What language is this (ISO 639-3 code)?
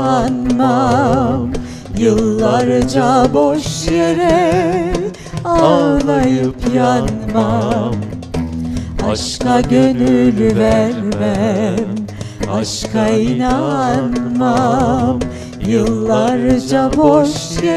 tur